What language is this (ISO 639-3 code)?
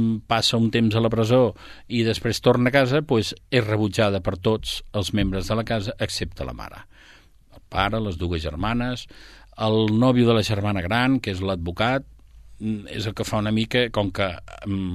cat